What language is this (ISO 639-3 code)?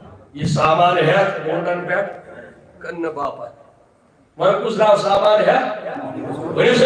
kas